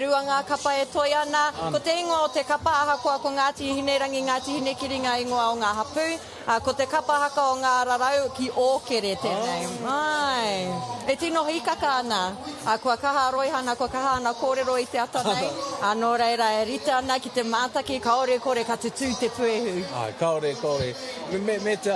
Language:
Māori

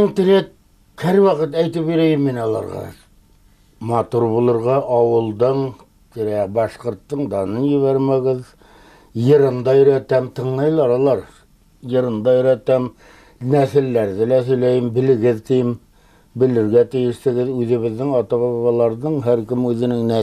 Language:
Bashkir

